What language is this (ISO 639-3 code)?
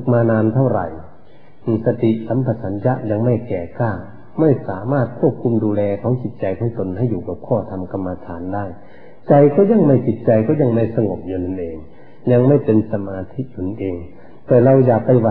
tha